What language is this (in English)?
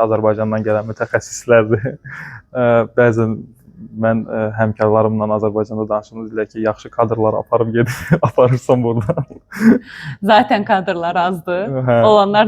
Azerbaijani